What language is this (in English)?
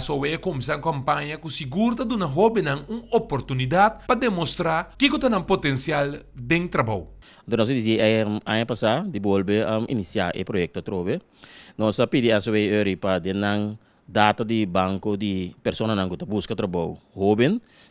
Papiamento